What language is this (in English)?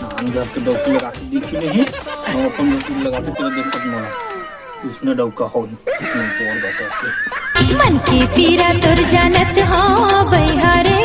Chhattisgarhi